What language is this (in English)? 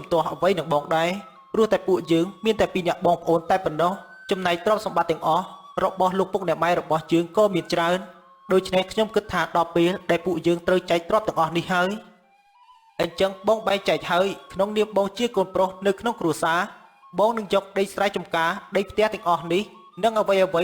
Khmer